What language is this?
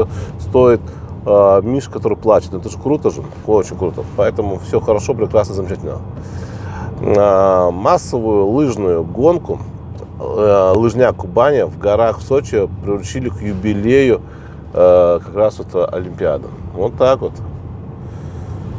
Russian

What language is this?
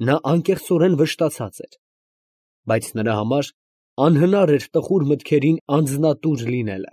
Armenian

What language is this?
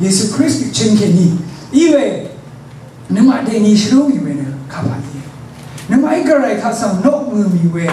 Rawang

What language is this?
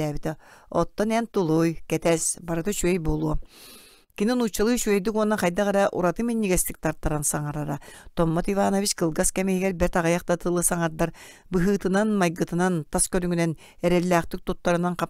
Yakut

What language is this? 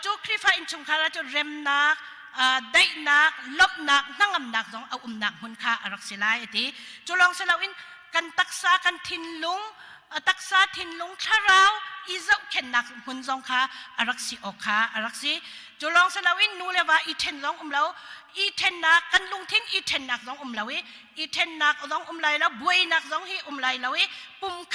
Hakha Chin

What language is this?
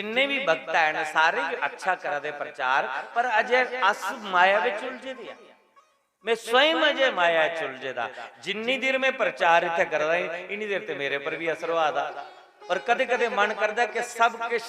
Dogri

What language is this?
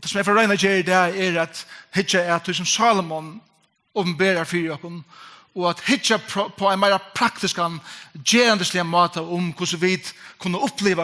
Faroese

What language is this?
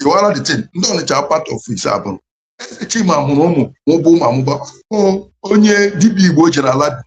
Igbo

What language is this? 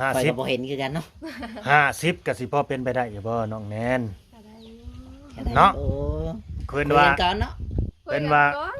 Lao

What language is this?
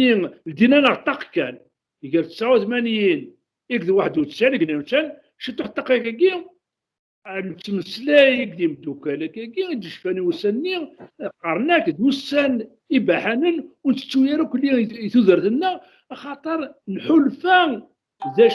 Kabyle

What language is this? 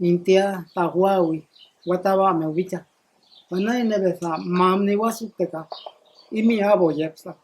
Mayo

